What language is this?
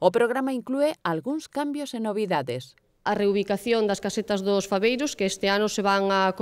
Galician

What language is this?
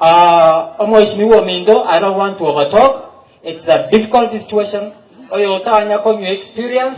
Gusii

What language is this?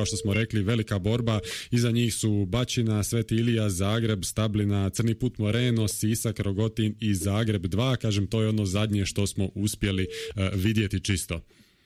Croatian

